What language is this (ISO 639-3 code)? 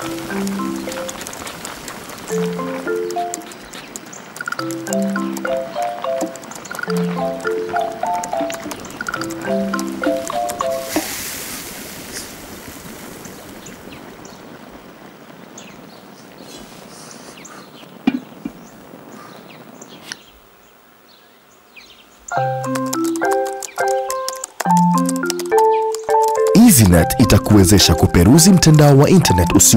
swa